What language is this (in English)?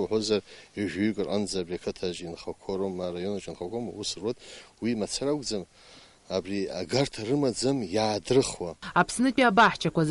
Abkhazian